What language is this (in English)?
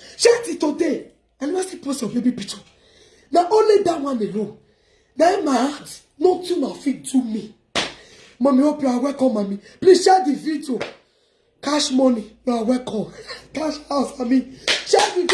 Nigerian Pidgin